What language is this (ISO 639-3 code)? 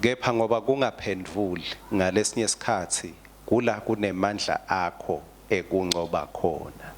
ssw